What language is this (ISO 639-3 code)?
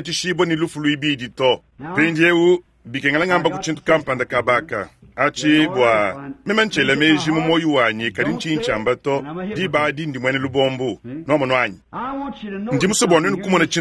lua